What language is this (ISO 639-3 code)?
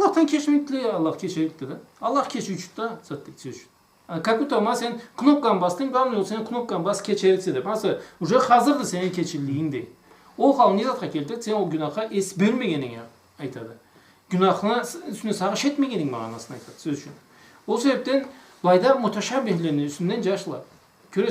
krc